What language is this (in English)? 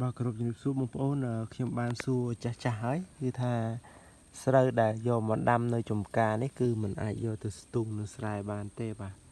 Khmer